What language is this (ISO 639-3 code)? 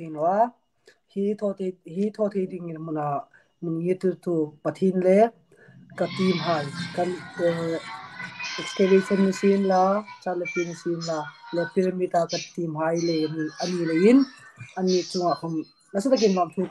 hmr